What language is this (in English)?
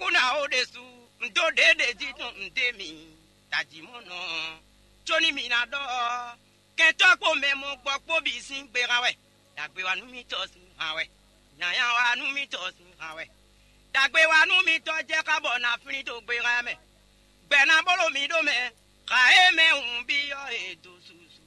Fon